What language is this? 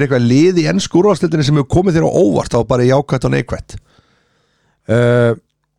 Icelandic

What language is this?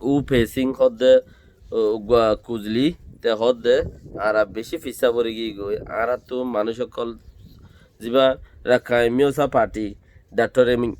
Rohingya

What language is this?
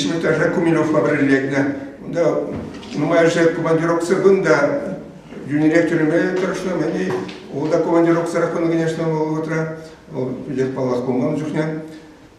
Chuvash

